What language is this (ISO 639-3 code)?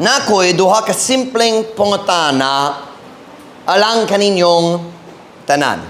ceb